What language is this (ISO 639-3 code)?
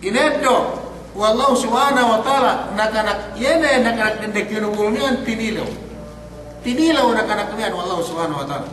yka